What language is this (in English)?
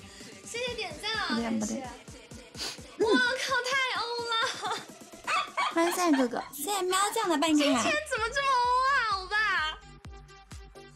Chinese